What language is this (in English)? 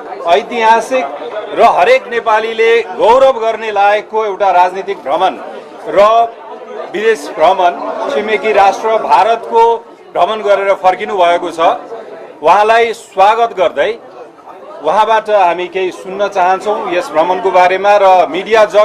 Nepali